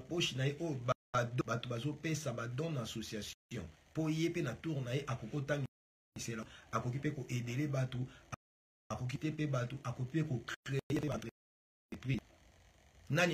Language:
Lingala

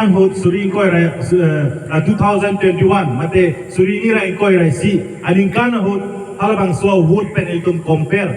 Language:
Karbi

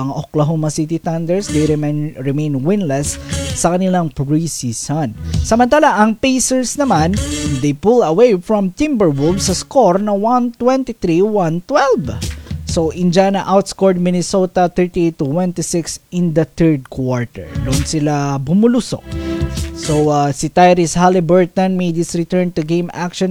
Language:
Filipino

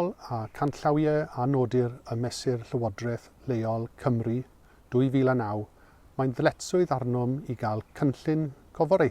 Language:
Welsh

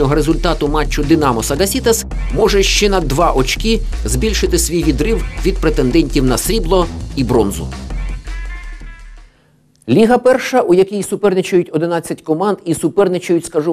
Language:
Ukrainian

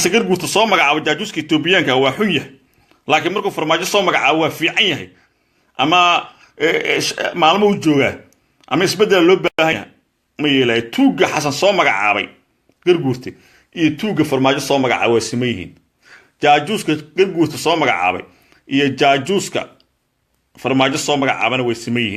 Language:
Somali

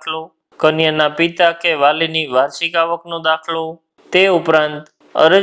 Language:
Gujarati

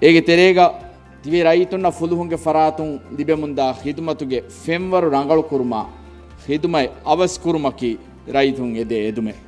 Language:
Divehi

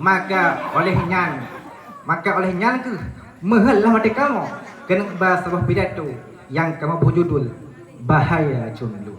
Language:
Achinese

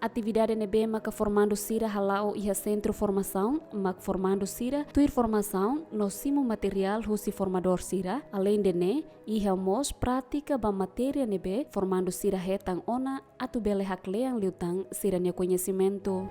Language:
Tetum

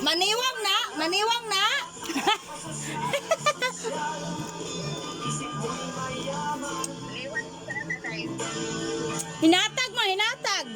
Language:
Cebuano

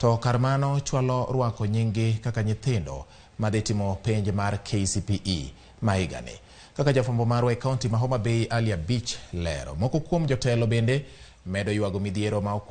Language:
Luo (Kenya and Tanzania)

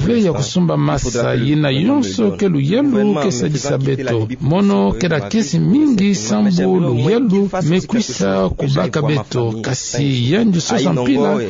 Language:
Kituba (Democratic Republic of Congo)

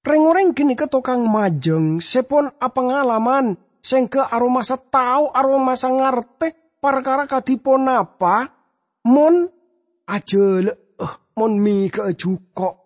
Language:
Madurese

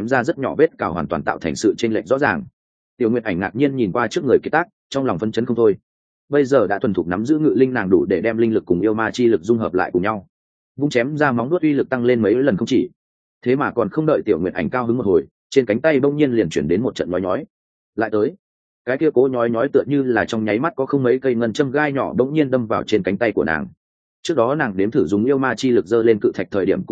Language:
Vietnamese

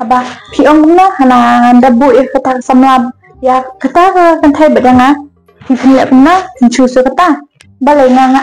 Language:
Khasi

